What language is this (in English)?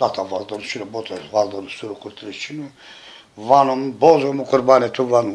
Zaza